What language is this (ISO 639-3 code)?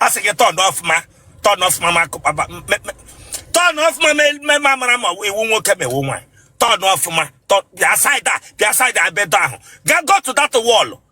ibo